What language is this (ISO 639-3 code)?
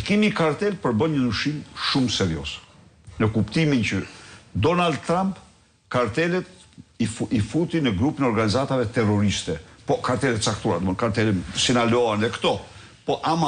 sqi